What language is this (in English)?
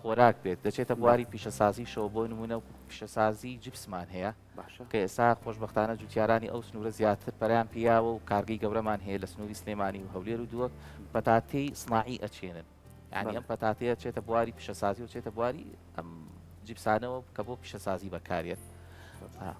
Central Kurdish